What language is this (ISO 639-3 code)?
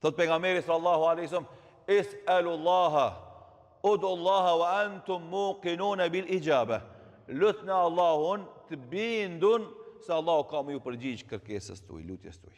sqi